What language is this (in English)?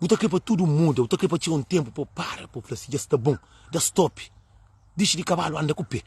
Kabuverdianu